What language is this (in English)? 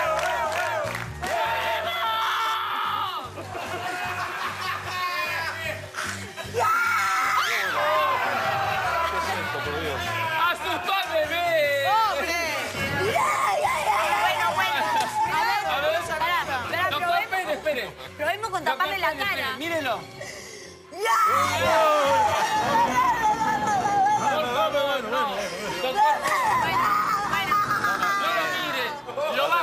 Spanish